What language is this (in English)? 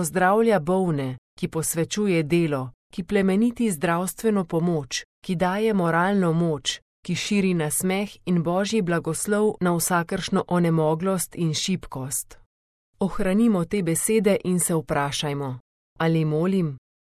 Slovenian